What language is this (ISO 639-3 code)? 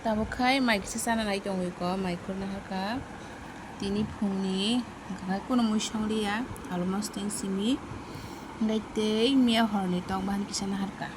trp